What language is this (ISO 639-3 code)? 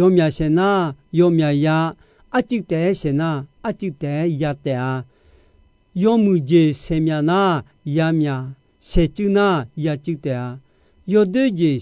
ahk